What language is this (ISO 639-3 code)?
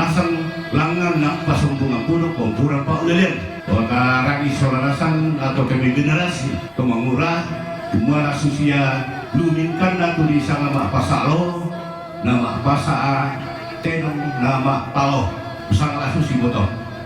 sda